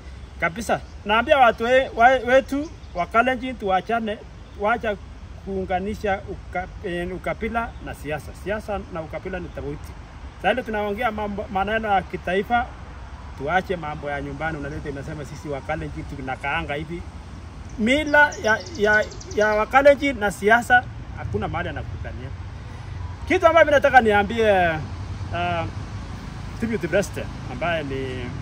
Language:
Swahili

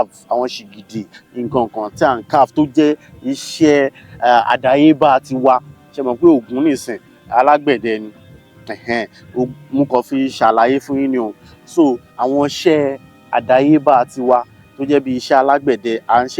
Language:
Yoruba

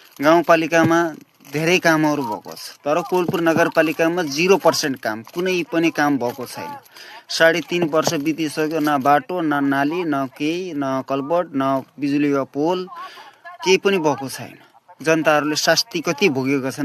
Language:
Nepali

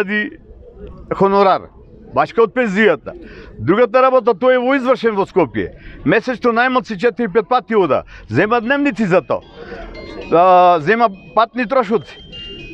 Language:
Macedonian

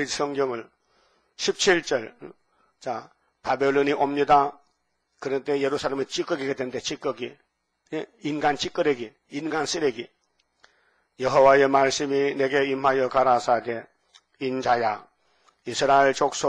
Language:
Korean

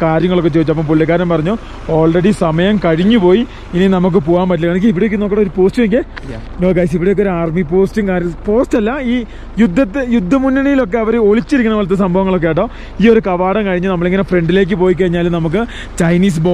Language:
Malayalam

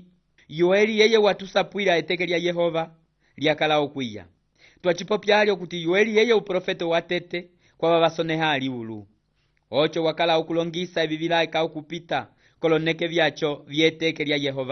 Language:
Umbundu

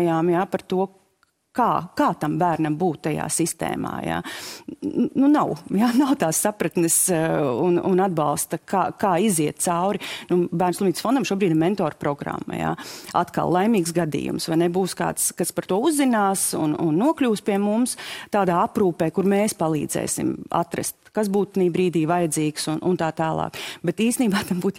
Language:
Latvian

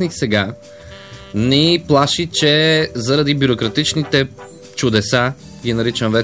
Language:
Bulgarian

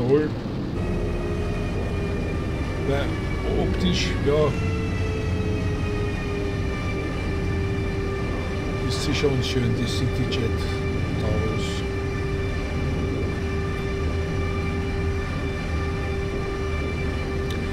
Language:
German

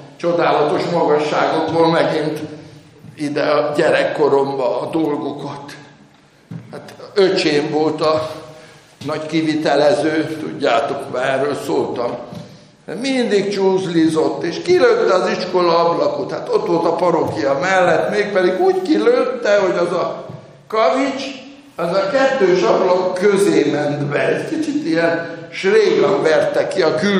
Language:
Hungarian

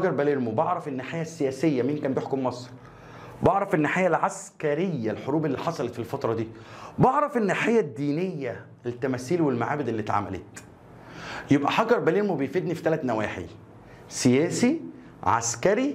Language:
Egyptian Arabic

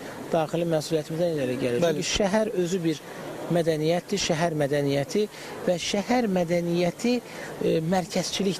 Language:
Azerbaijani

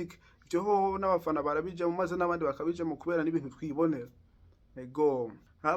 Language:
Rundi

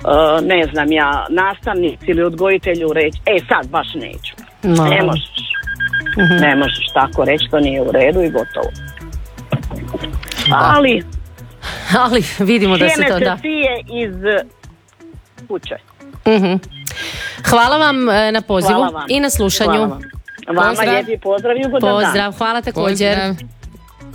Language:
Croatian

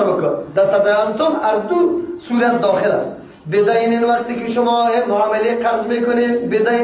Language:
Persian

